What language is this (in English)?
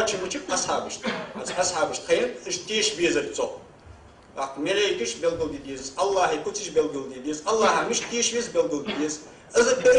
Ingush